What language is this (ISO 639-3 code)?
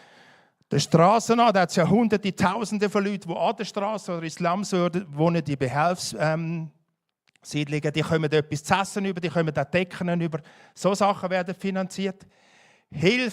gsw